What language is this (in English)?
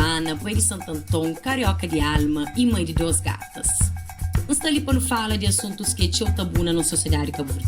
Kabuverdianu